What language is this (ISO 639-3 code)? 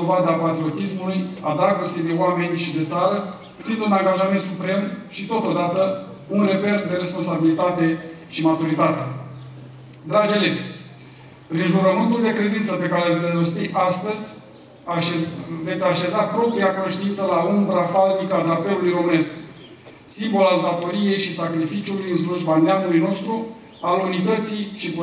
ron